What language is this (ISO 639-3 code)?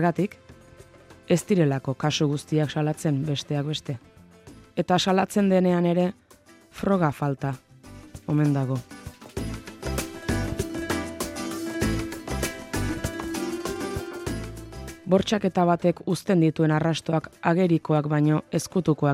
eus